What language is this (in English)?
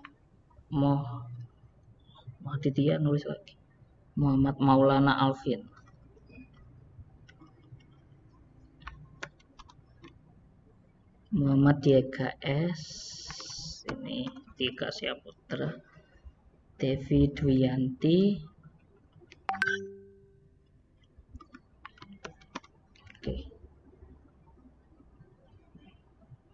Indonesian